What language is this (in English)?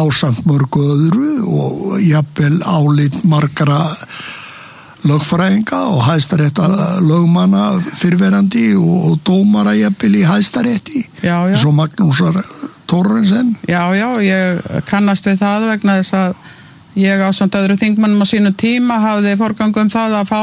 Icelandic